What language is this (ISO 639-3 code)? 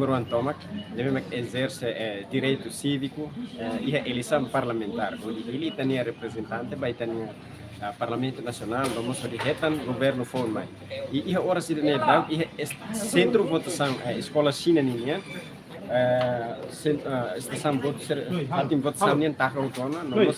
tet